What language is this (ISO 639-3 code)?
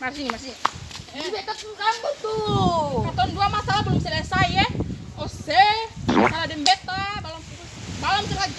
abs